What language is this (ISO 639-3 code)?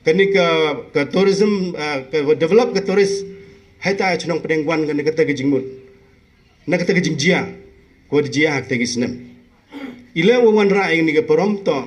pbv